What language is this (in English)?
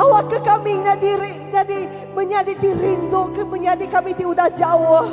Iban